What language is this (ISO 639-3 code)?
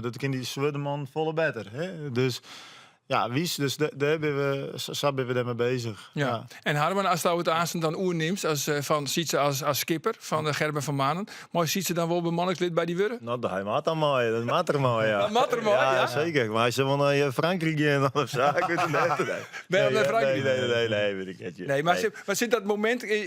fry